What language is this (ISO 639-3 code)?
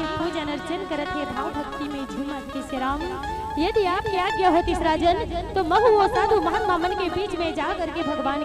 hne